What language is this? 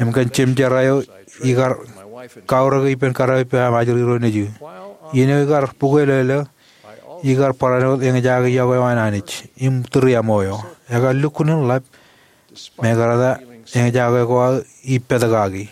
Marshallese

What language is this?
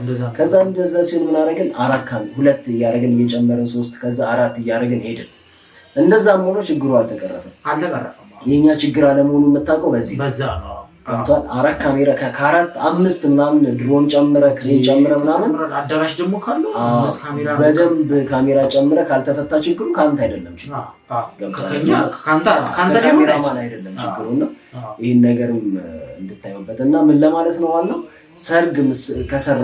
Amharic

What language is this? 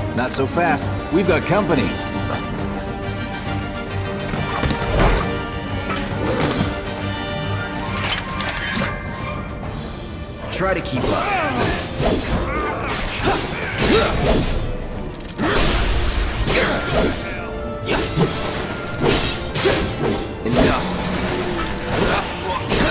English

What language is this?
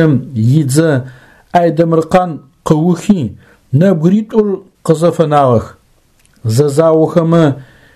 Adyghe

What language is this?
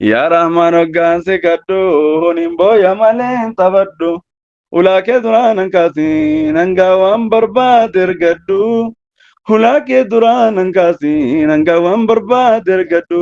Oromo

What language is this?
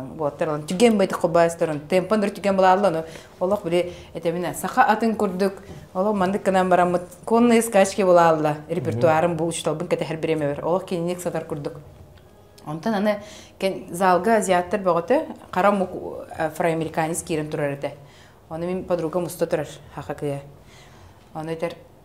Yakut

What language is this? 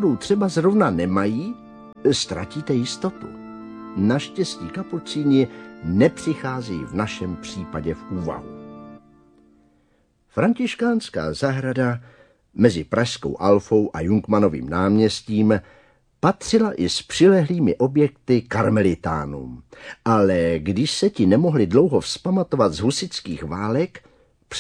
Czech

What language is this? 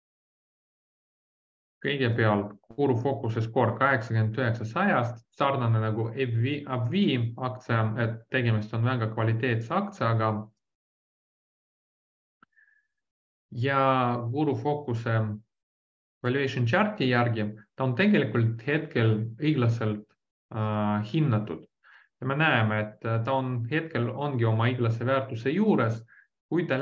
Estonian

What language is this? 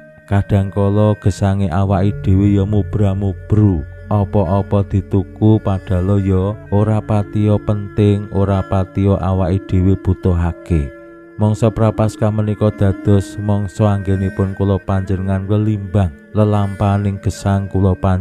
Javanese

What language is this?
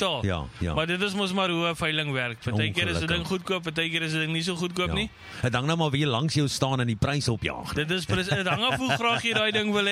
Afrikaans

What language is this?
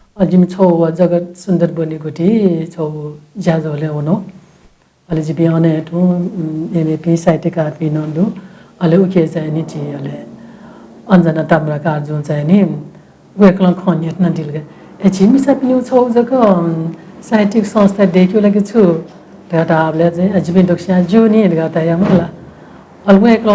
Newari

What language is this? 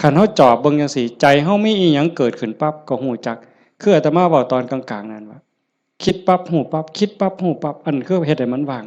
Northeastern Thai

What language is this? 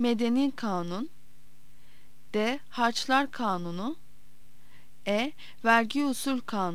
Turkish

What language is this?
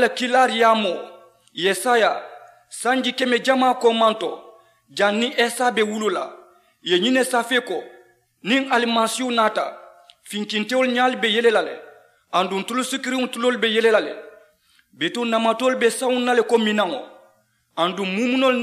Mandingo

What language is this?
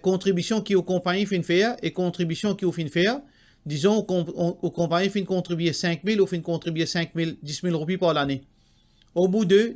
Morisyen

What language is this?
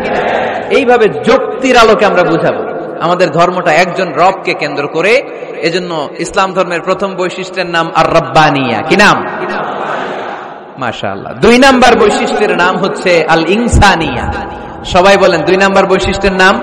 Bangla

